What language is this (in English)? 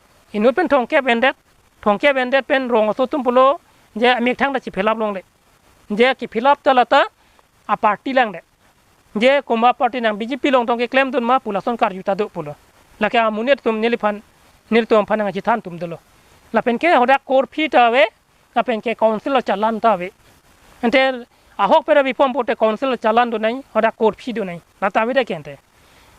Karbi